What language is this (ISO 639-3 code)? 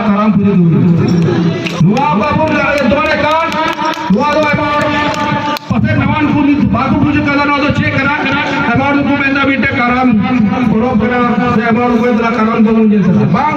sat